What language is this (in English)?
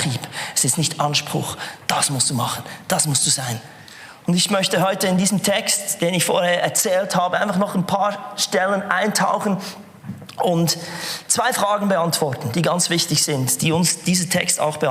Swiss German